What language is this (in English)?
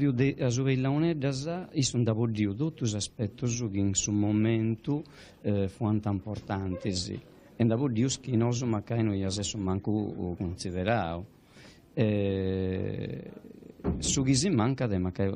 Sardinian